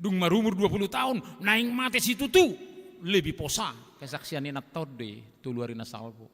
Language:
Batak Toba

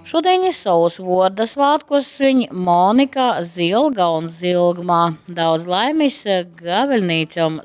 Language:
Latgalian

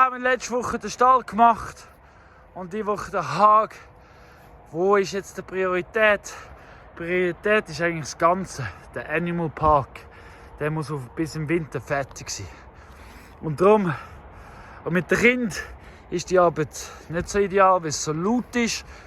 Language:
Swiss German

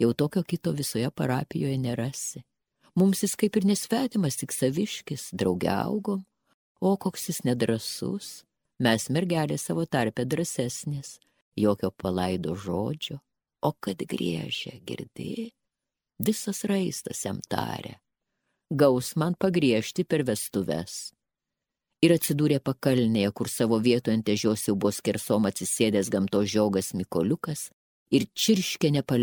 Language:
Lithuanian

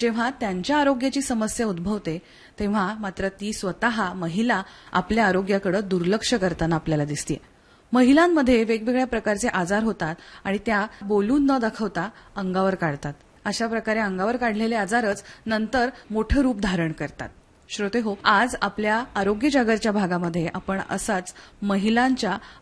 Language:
Marathi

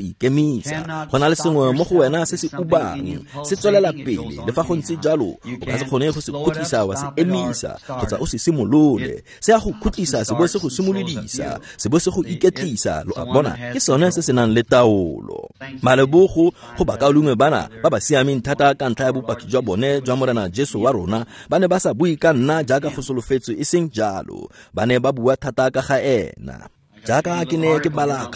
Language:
Tswana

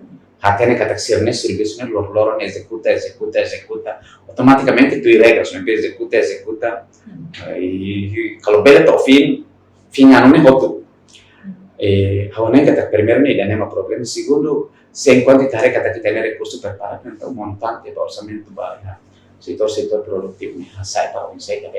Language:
Tetum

